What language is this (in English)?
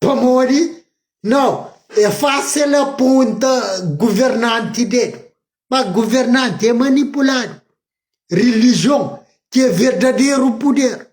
Kabuverdianu